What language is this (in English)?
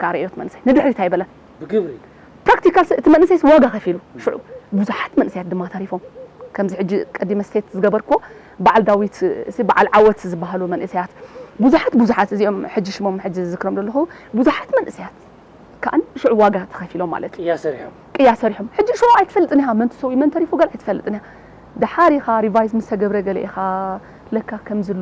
Tigrinya